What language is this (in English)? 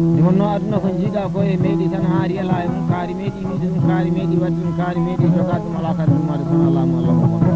Fula